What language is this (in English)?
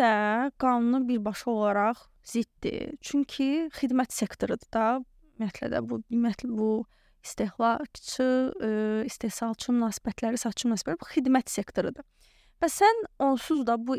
Azerbaijani